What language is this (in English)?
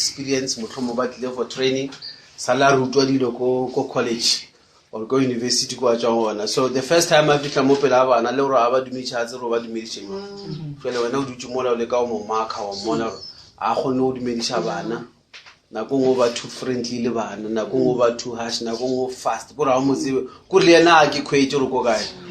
Northern Sotho